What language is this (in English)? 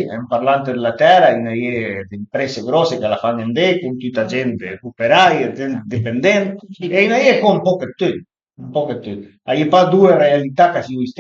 Piedmontese